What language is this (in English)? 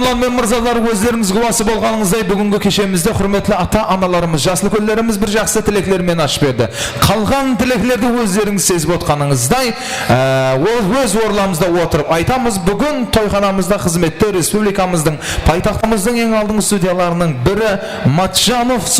Kara-Kalpak